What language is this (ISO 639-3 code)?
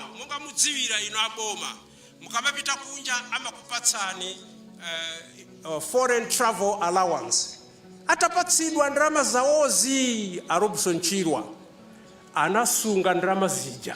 nya